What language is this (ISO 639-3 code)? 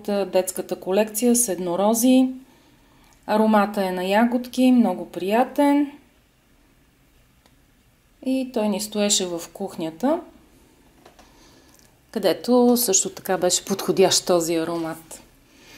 bul